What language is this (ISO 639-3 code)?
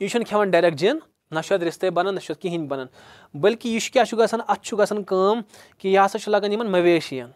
kas